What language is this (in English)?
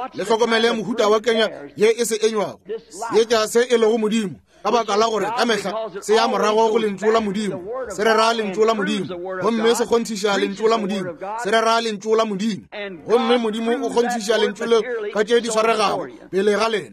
Northern Sotho